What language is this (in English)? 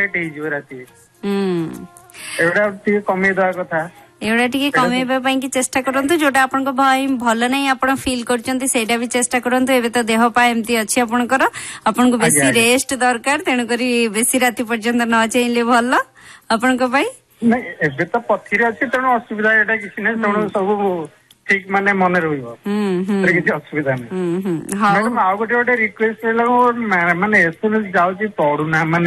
Odia